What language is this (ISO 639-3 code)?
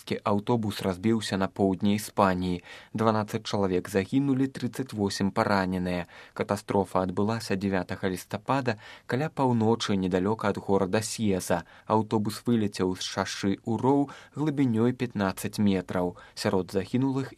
bel